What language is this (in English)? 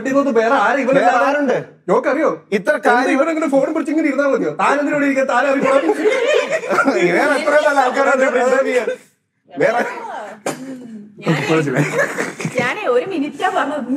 Malayalam